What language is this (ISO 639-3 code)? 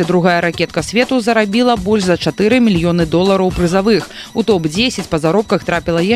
bel